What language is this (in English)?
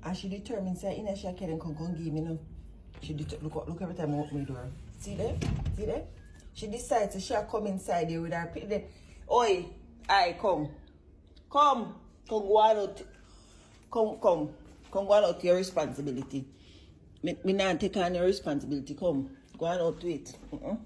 Jamaican Creole English